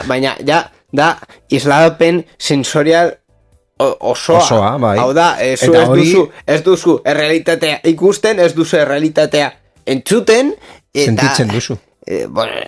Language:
Basque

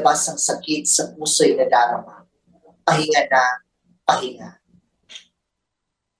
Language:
Filipino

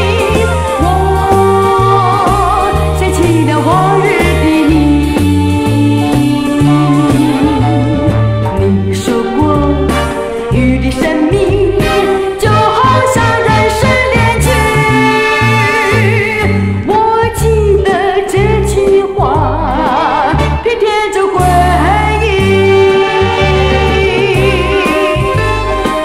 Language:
Chinese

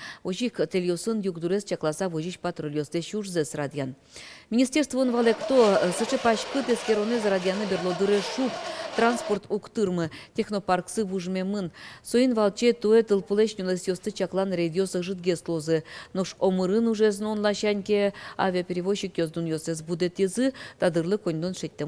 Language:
Udmurt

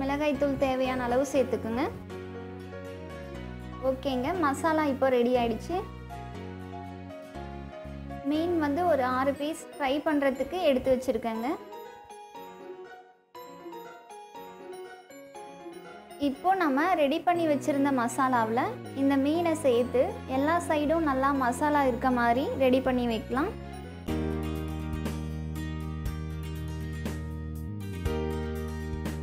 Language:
Tamil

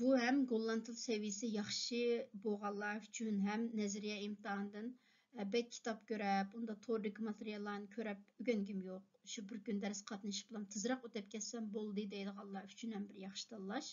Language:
Uyghur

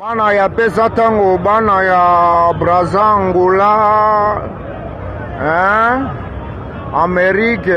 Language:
Lingala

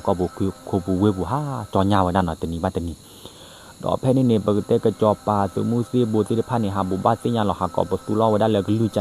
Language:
S'gaw Karen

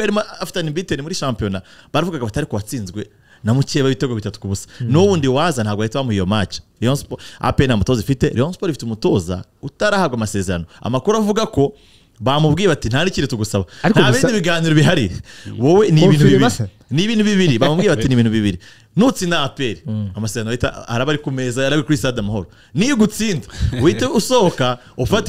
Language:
Kinyarwanda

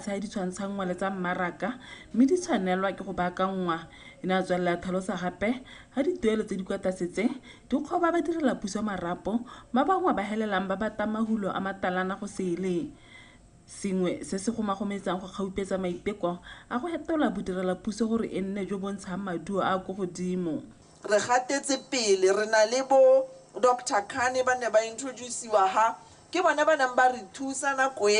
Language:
Tswana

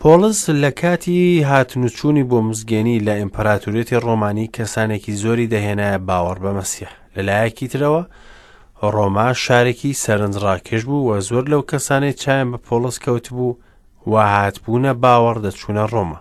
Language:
Central Kurdish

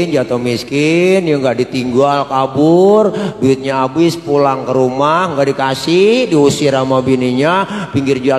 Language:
Betawi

